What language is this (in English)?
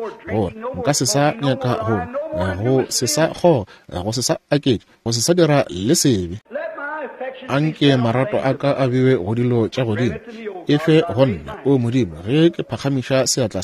Northern Sotho